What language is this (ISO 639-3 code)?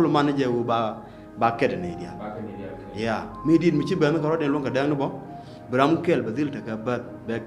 nus